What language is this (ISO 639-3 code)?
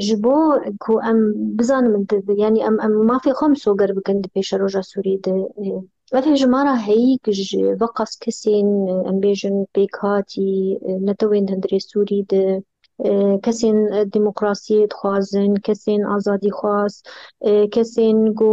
kur